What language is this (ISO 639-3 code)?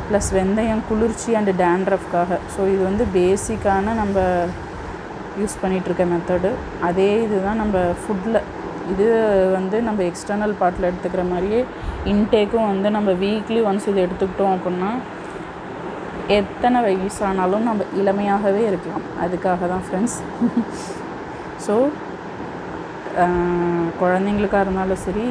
tam